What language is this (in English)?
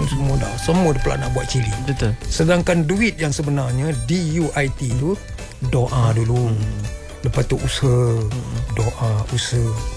Malay